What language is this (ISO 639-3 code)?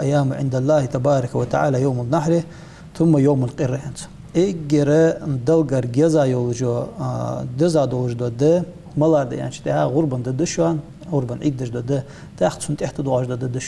inh